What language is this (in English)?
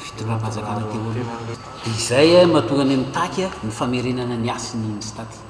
Malagasy